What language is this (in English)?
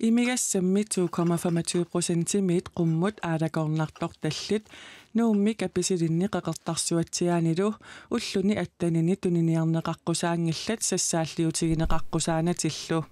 Kalaallisut